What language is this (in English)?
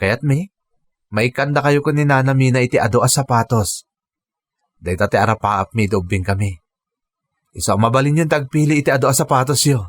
Iloko